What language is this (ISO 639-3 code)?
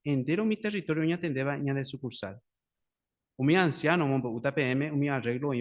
grn